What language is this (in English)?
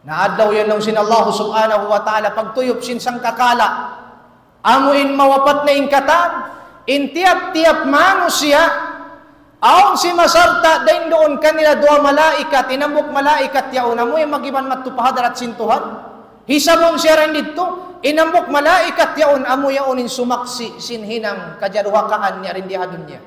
Tausug